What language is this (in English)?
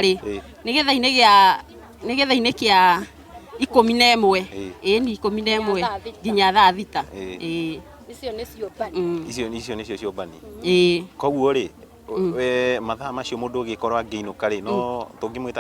Kikuyu